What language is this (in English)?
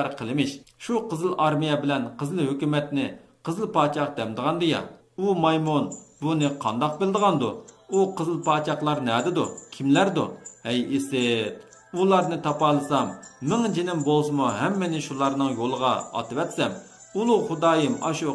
Uyghur